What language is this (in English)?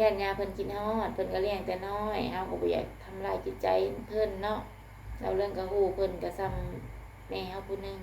Lao